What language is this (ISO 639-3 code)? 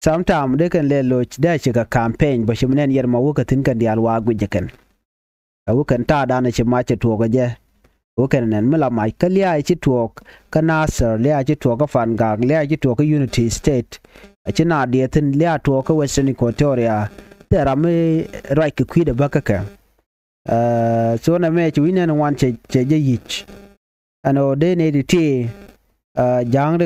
nus